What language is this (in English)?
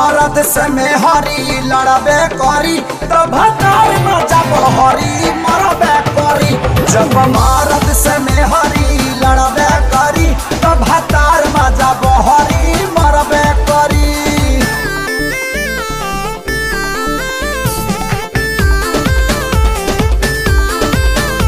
Bhojpuri